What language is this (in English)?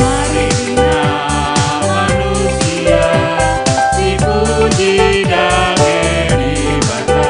Batak Karo